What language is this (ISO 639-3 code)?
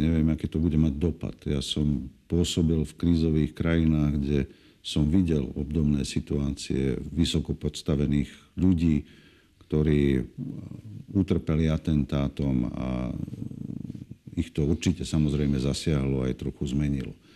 slk